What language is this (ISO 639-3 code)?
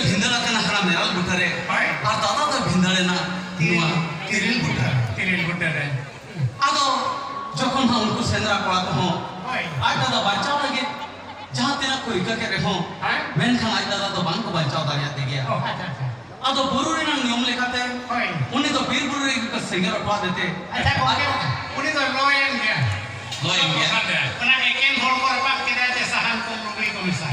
sat